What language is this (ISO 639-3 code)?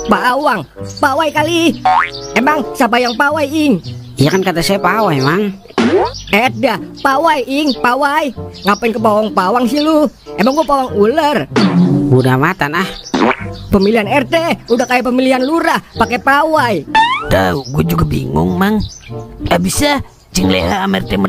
bew